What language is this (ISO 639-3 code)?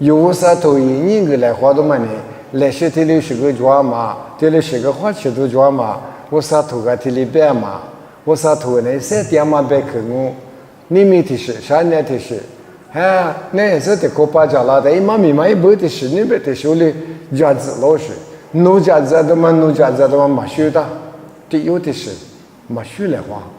lis